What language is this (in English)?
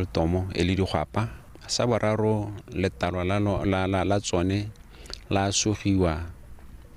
Tswana